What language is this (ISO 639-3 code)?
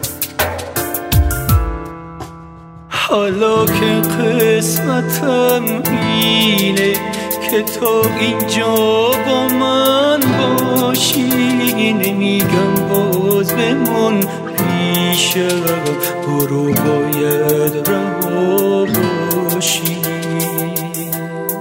fas